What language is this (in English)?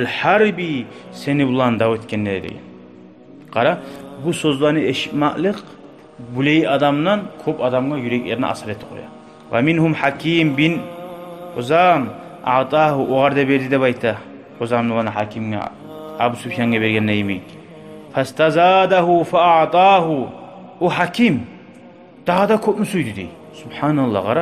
Kumyk